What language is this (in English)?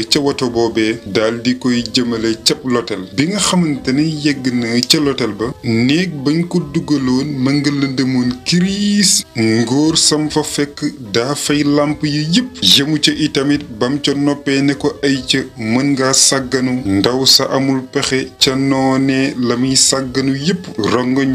Wolof